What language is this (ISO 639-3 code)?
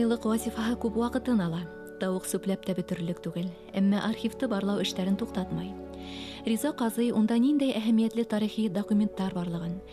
bak